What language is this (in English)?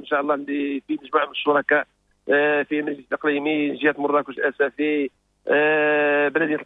Moroccan Arabic